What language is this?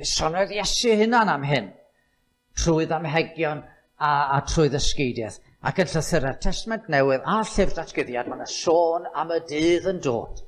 Welsh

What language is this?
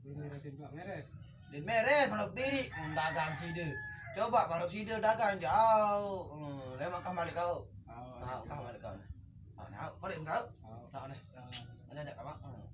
Sasak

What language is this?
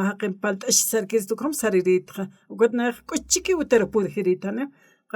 Aymara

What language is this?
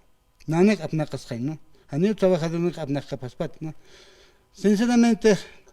Aymara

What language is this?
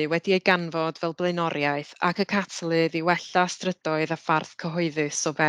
Welsh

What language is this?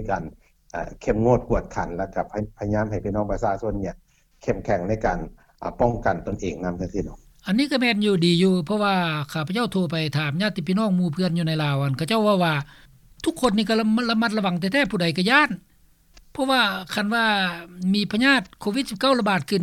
Lao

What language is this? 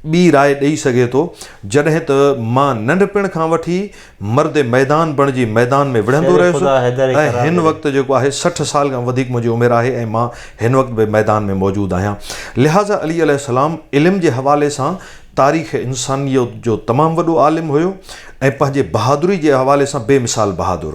Sindhi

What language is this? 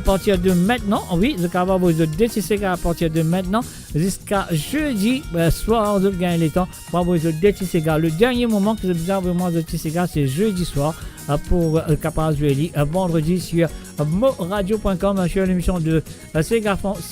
Morisyen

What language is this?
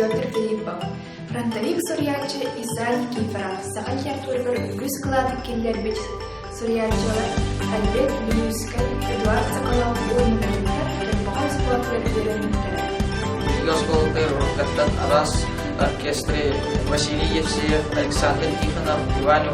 Yakut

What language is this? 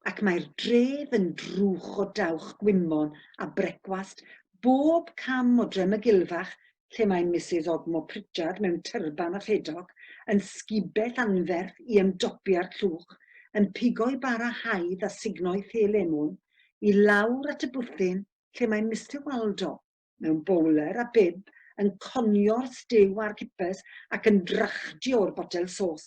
Welsh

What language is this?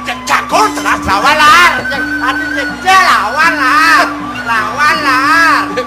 Balinese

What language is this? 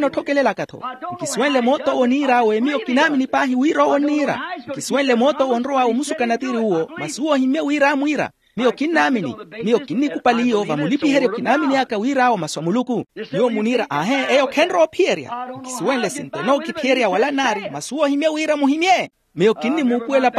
Makhuwa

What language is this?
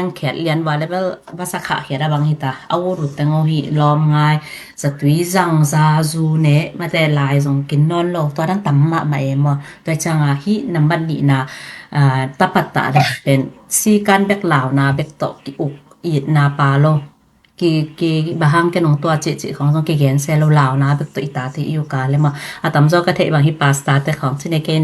Tedim Chin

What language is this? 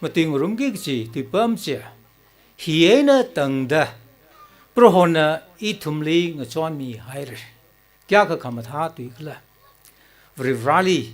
Tangkhul Naga (India)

